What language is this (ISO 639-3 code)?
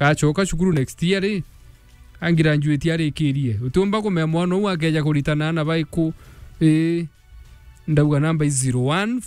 mer